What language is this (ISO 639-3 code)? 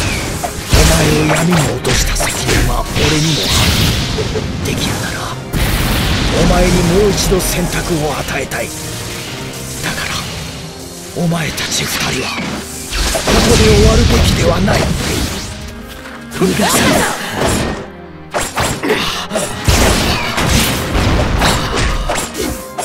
jpn